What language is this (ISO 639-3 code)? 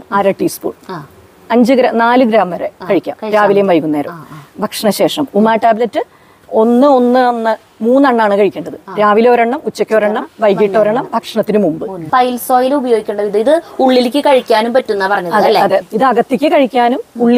mal